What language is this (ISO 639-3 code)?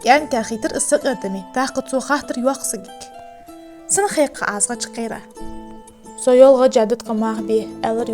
inh